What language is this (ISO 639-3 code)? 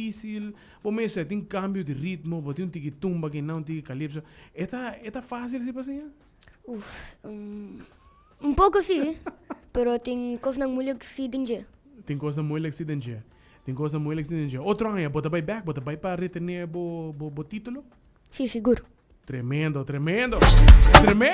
pap